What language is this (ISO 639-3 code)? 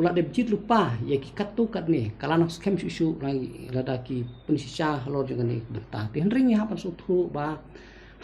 kha